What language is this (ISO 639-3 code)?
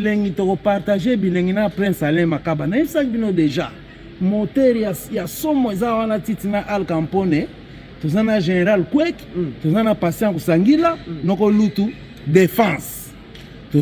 lin